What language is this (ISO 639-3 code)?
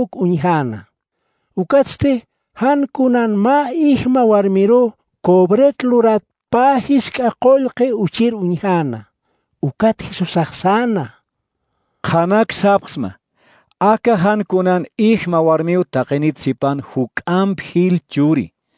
aym